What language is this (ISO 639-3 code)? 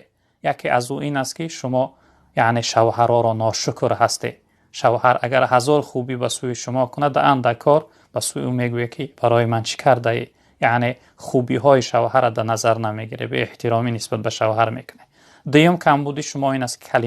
tgk